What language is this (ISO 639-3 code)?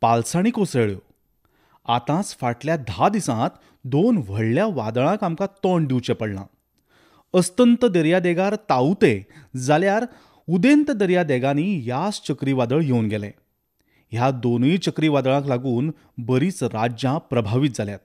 kok